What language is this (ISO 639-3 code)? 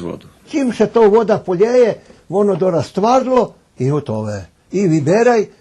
rue